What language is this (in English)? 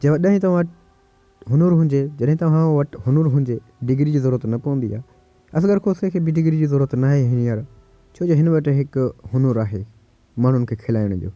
Sindhi